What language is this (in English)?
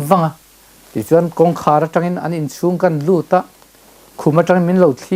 Mizo